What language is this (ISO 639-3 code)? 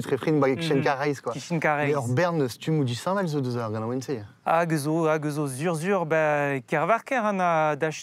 bre